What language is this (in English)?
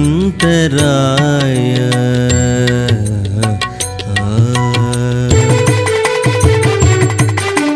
Telugu